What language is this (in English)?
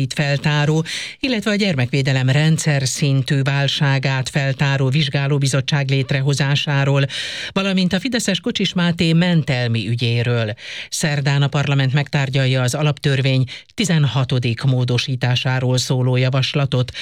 Hungarian